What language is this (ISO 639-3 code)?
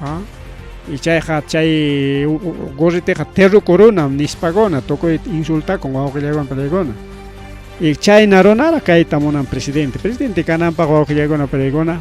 quy